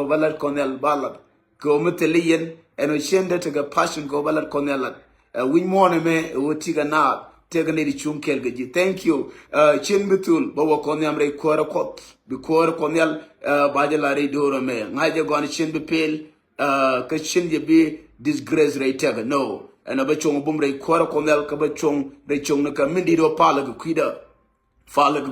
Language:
Nuer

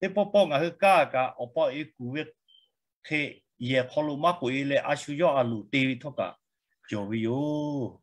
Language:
Lahu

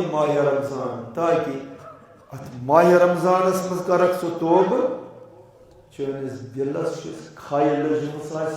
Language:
Kashmiri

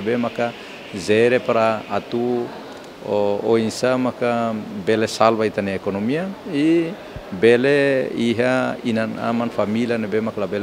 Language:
Tetum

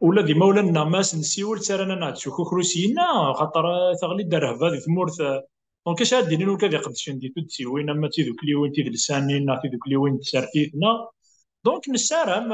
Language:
Kabyle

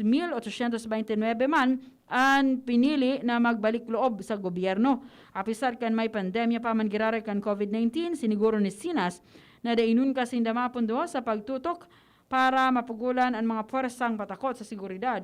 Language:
Bikol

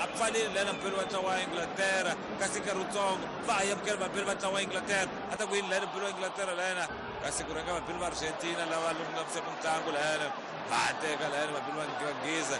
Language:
Tsonga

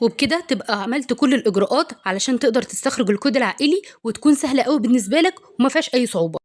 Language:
Egyptian Arabic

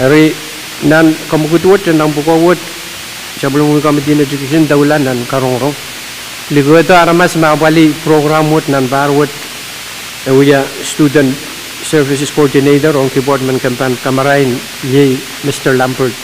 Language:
Pohnpeian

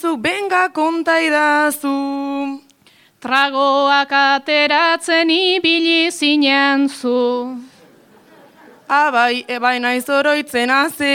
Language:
Basque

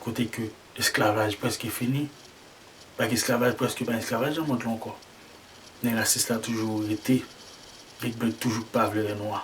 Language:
Haitian Creole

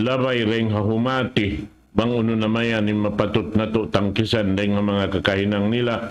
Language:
Tausug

